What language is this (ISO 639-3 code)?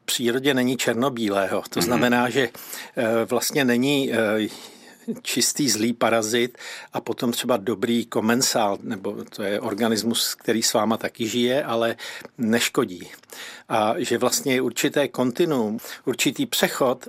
ces